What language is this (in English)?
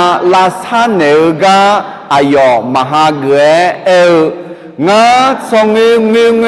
Akha